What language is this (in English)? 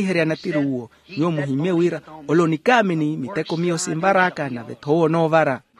Makhuwa